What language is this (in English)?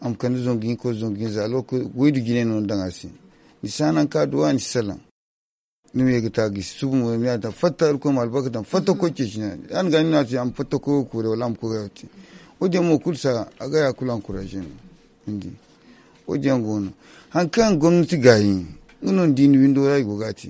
Zarma